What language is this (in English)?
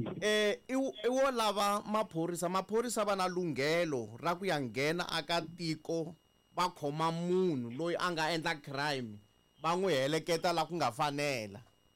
Tsonga